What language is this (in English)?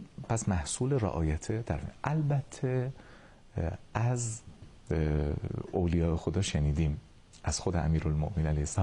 Persian